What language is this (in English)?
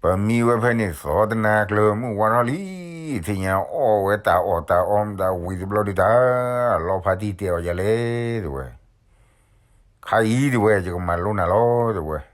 S'gaw Karen